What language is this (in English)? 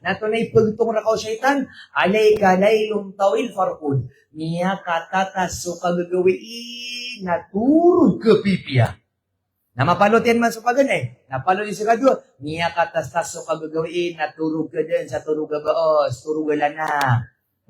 Maranao